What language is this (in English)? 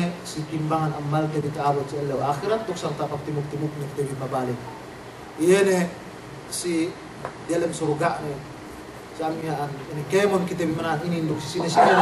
Yakan